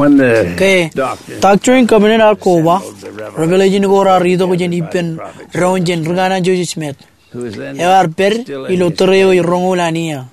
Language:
Marshallese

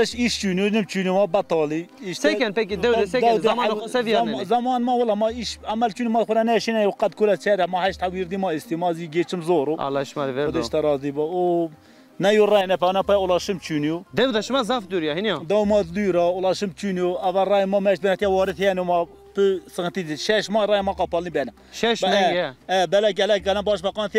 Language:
Zaza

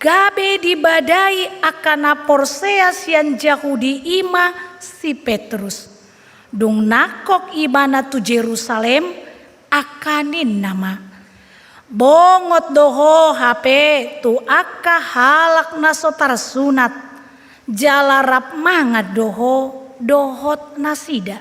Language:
Batak Toba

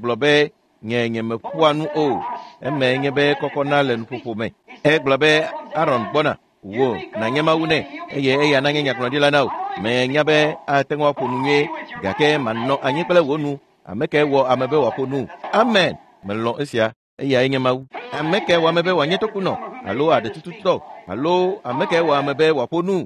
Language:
Ewe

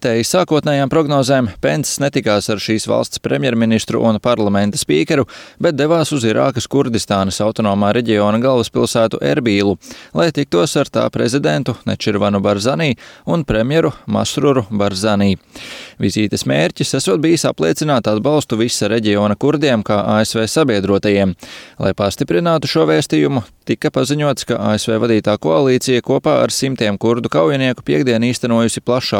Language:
Latvian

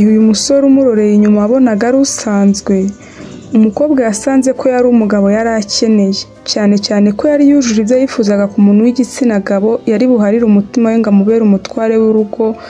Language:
Kinyarwanda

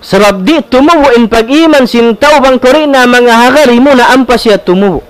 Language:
Tausug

